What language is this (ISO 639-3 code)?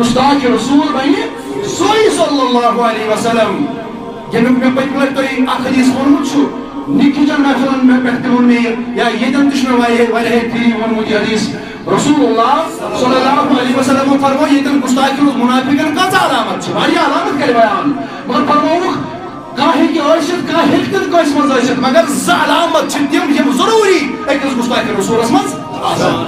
kas